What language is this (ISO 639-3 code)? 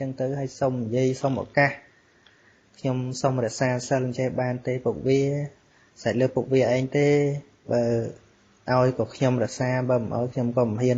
khm